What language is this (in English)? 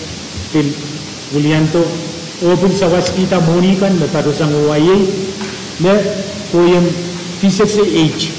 Pohnpeian